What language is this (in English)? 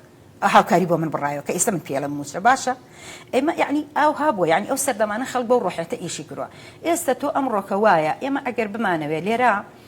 Central Kurdish